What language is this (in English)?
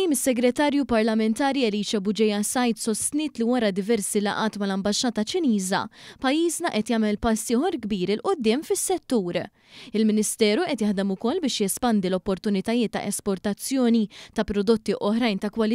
Maltese